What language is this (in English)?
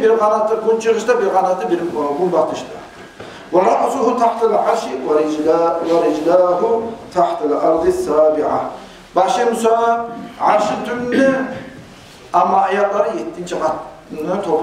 Kumyk